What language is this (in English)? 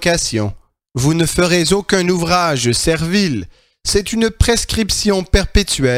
French